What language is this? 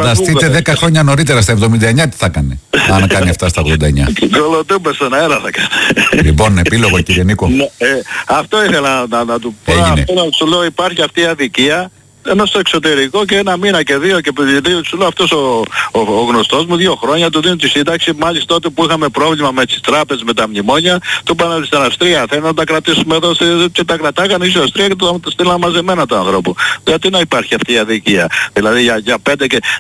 Greek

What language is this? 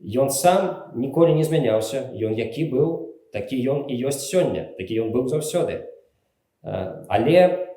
Belarusian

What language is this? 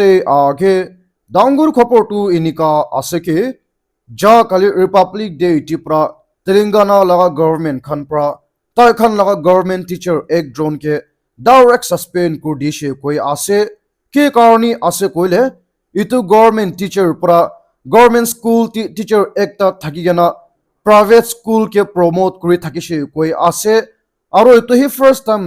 Naga Pidgin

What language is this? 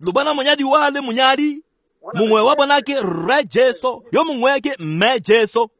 Tswana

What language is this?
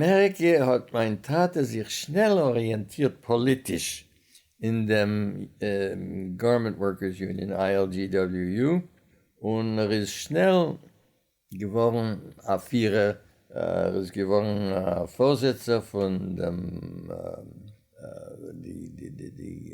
Yiddish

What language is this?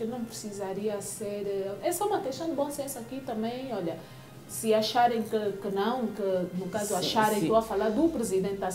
Portuguese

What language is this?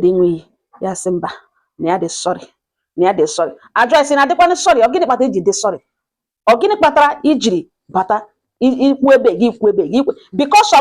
Igbo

